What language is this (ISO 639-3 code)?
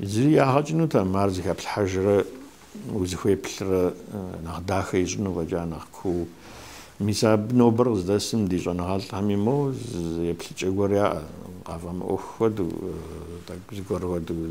kbd